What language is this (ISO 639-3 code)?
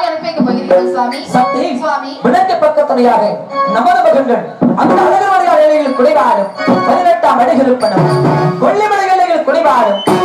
tam